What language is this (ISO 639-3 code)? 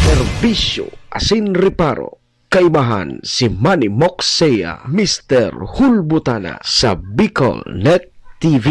bik